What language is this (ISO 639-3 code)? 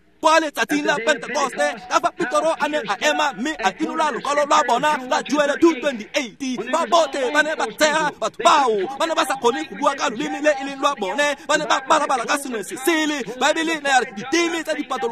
tsn